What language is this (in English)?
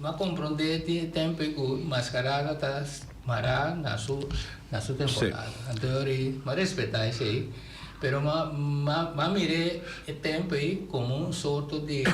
Papiamento